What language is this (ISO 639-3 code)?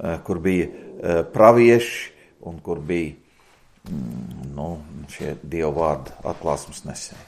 lav